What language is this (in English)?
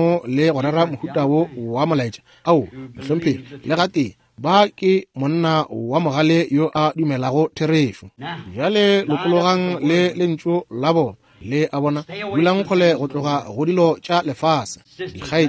Northern Sotho